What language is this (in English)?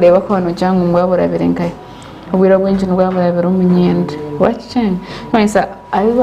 Nyankole